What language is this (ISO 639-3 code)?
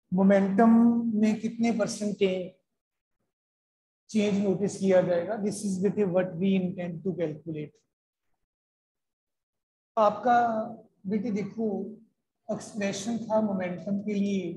hin